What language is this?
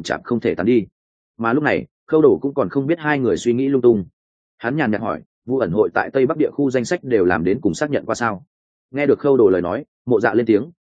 Vietnamese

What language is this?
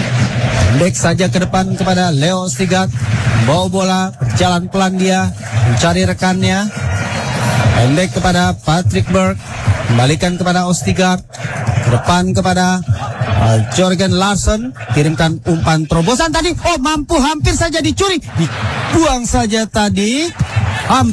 Indonesian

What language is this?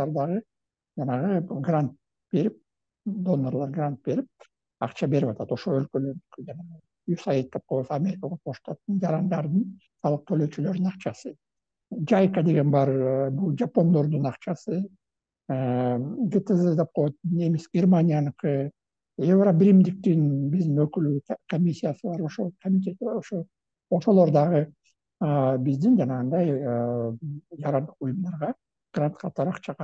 Kyrgyz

